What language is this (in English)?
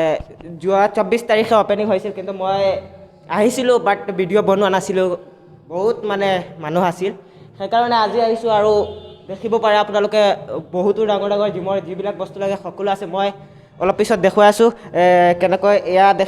Assamese